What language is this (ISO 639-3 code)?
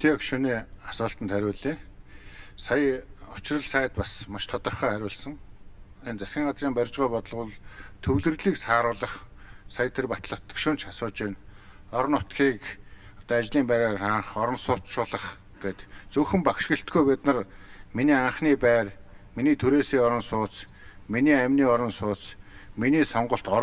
mon